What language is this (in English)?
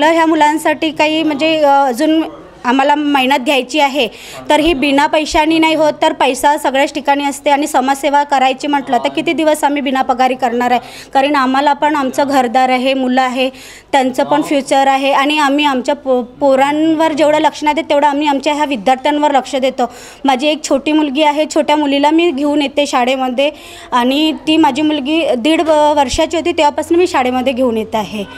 Marathi